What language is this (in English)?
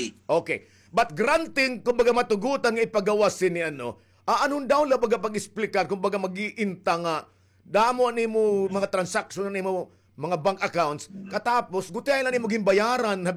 Waray